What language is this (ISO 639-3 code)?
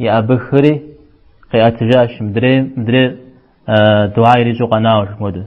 kbd